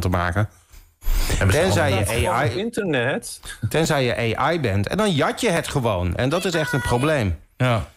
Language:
Dutch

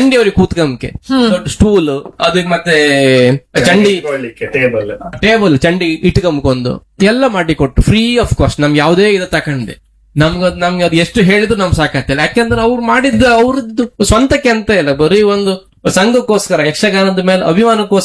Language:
Kannada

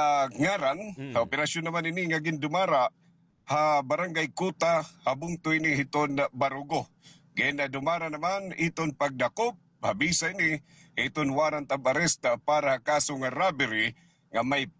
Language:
Waray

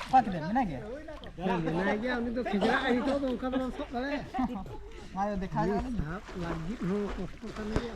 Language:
Santali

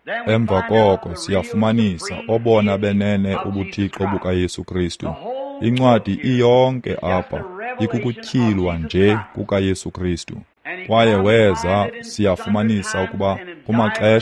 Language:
Xhosa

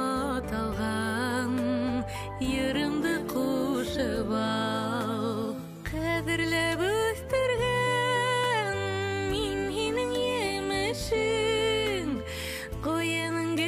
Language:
Bashkir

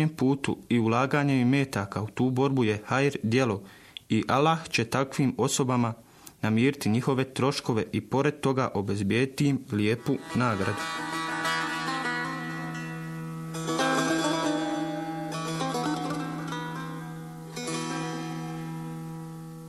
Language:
Bosnian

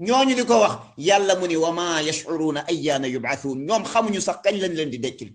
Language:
Wolof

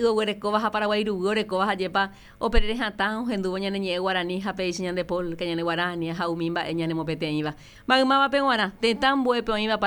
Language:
Guarani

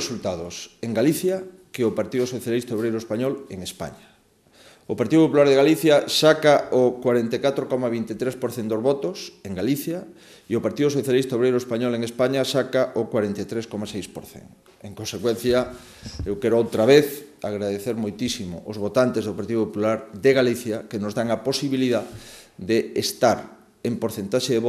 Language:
Galician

